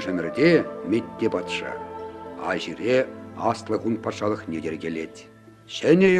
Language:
Chuvash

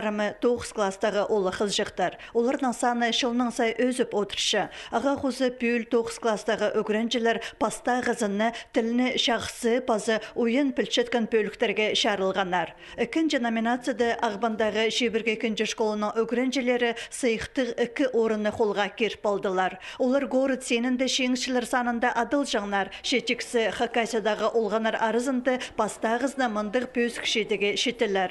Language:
Khakas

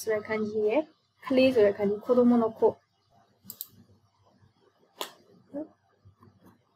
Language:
Burmese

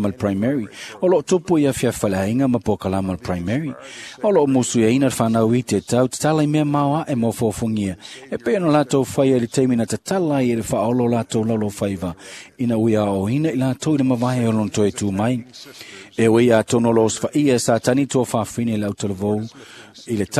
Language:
Samoan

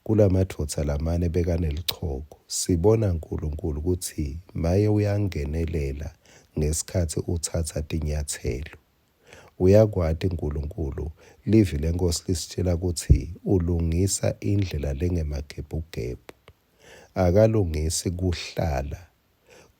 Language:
Swati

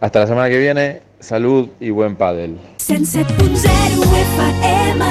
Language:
Catalan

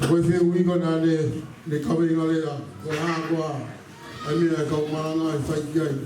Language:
Tongan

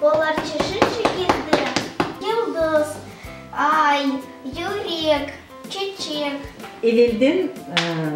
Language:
Crimean Tatar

